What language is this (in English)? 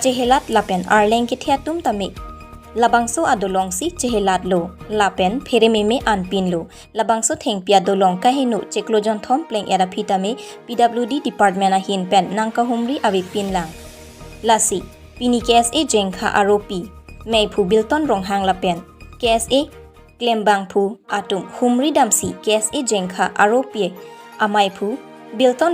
Karbi